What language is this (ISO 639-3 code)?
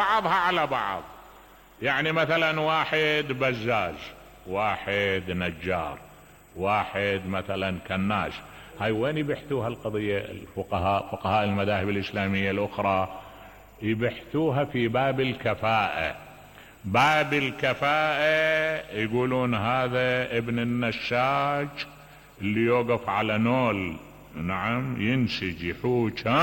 acm